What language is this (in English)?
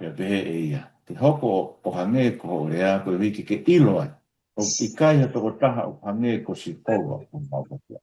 Tongan